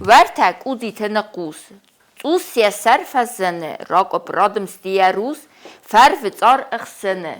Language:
Ossetic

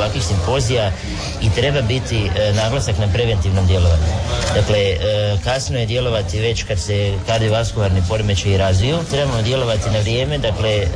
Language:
Croatian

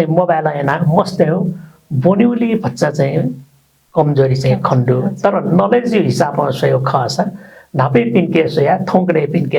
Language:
Newari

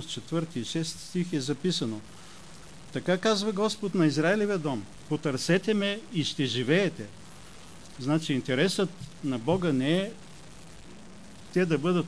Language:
Bulgarian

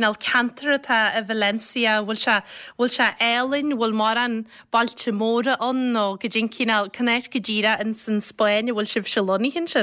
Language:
Irish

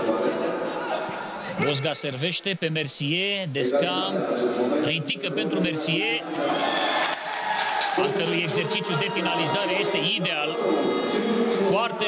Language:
Romanian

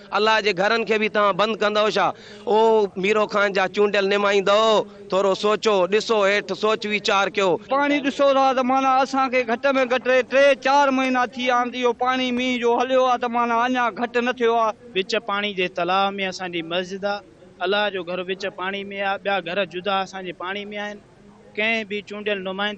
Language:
Sindhi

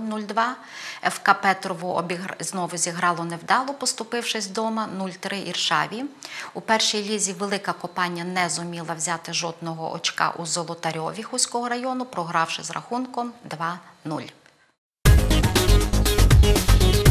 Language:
Ukrainian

